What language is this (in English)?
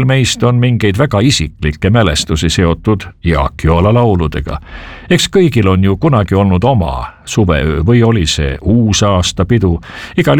Estonian